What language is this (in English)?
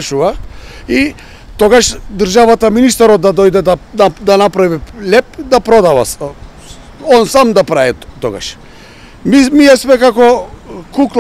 Macedonian